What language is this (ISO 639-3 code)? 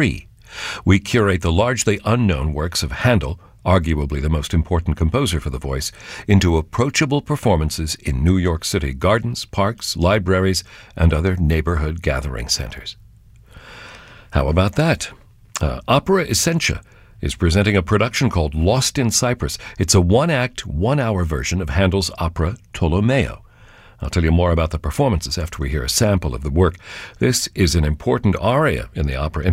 eng